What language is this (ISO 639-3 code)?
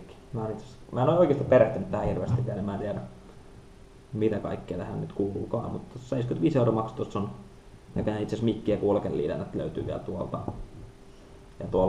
fin